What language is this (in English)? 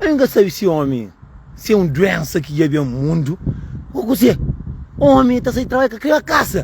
Kabuverdianu